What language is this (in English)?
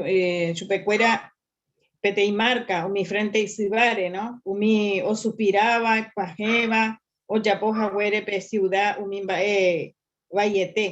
Guarani